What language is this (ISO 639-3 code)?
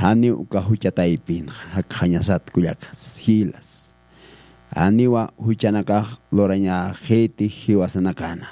aym